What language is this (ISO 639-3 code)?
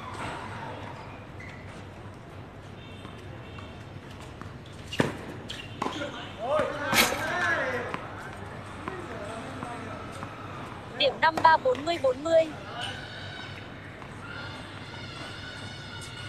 vie